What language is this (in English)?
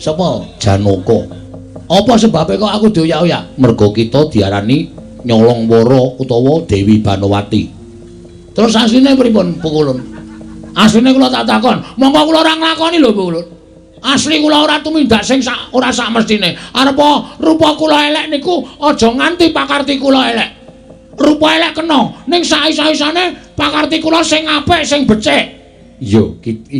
Javanese